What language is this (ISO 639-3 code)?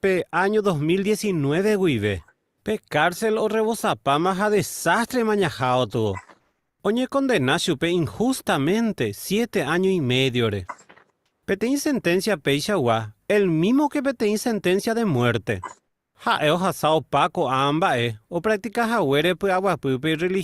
grn